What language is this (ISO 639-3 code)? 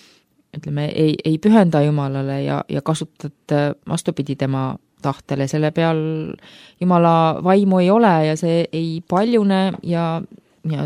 est